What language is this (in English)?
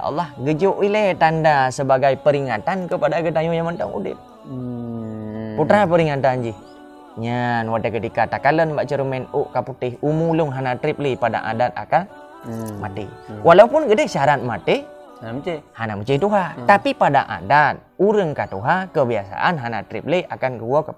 Achinese